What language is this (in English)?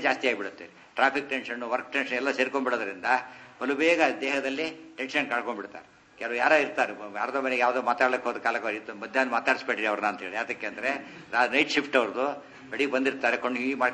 Kannada